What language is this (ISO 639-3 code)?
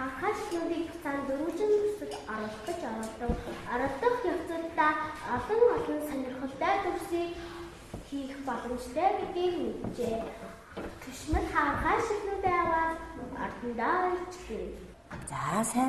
mon